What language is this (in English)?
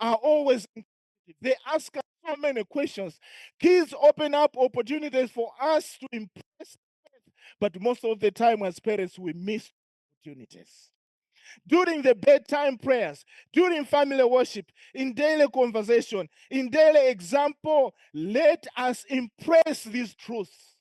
English